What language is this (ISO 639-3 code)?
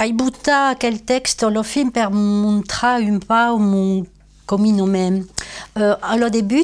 oci